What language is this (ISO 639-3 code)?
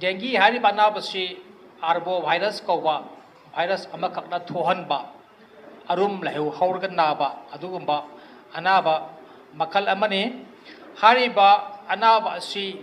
mni